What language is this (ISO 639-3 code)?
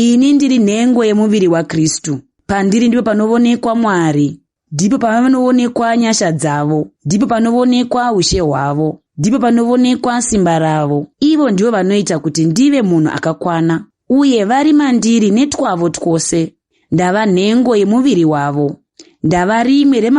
sna